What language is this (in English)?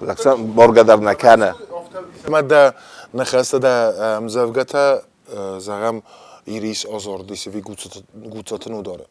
Ossetic